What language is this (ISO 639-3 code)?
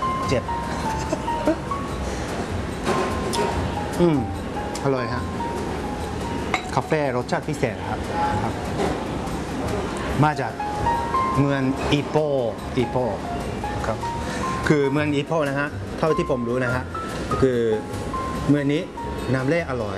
tha